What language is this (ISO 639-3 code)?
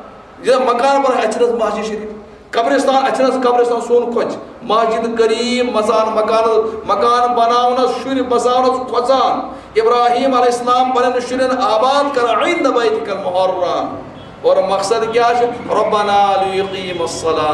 kas